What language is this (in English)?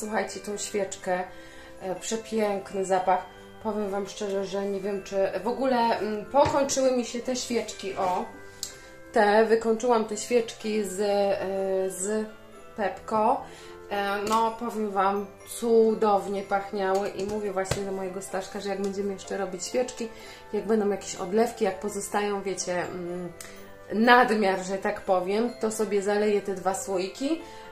Polish